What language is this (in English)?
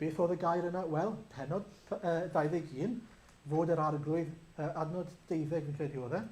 Welsh